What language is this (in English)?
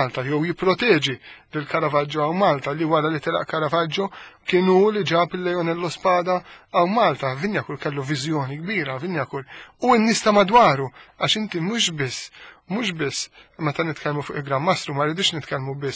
Maltese